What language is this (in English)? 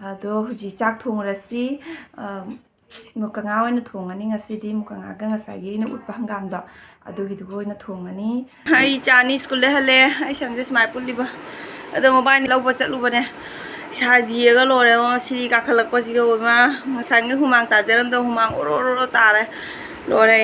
Manipuri